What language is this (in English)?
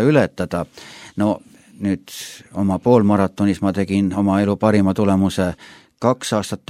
Estonian